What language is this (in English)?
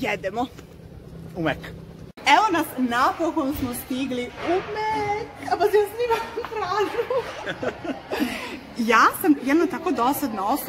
Serbian